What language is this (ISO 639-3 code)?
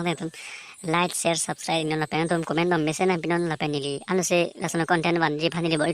mjw